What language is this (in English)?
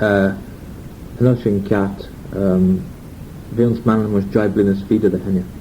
Manx